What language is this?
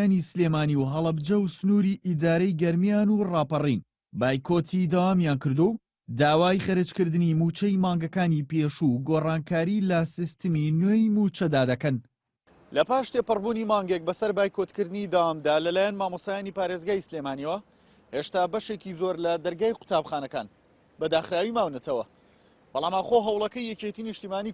Central Kurdish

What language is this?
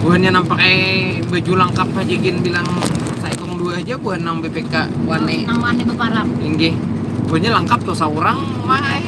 Banjar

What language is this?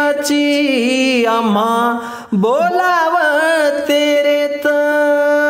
Marathi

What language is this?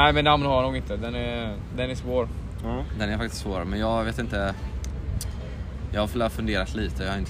Swedish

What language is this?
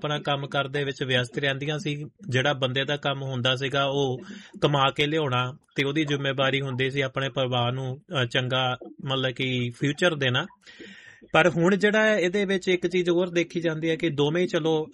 Punjabi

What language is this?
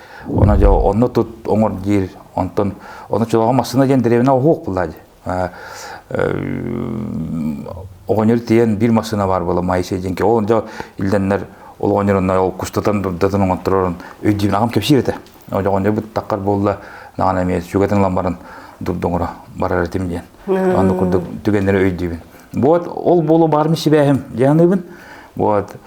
Yakut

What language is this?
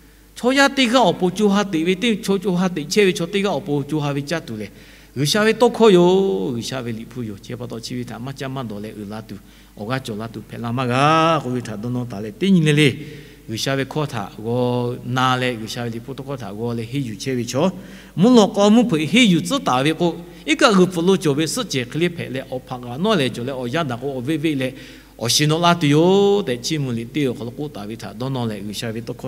Lahu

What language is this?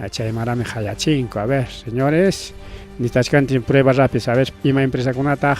Ayacucho Quechua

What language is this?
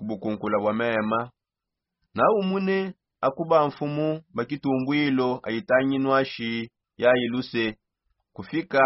Songe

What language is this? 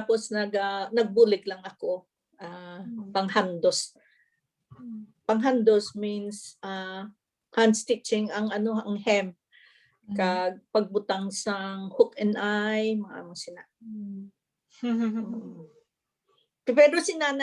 Hiligaynon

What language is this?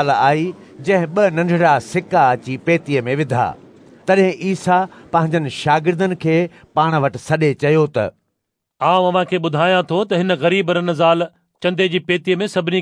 Sindhi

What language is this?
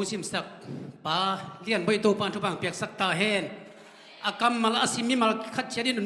Tedim Chin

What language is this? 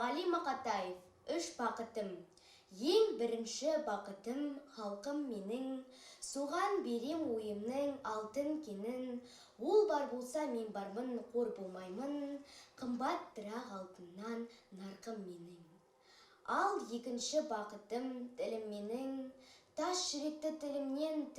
Kazakh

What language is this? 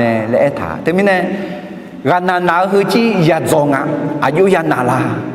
Akha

